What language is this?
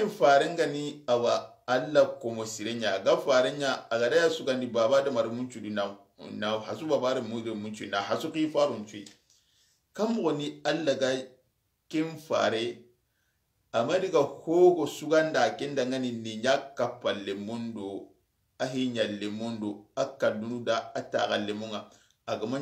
Soninke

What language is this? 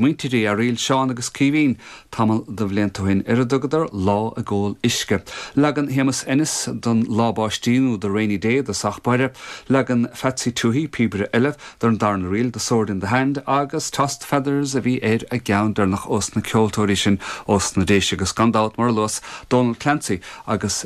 Irish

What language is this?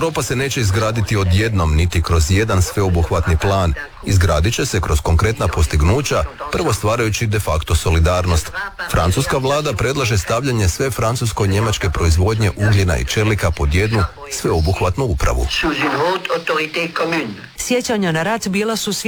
Croatian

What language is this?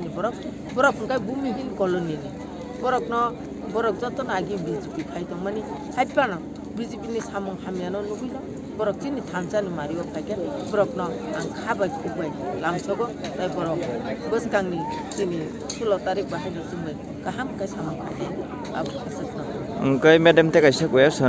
Kok Borok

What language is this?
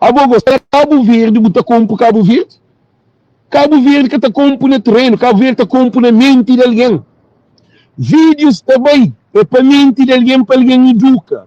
Kabuverdianu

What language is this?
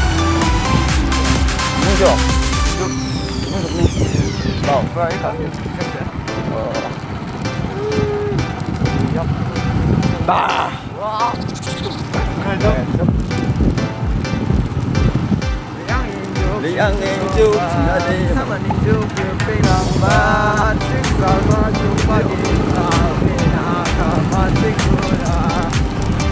Malay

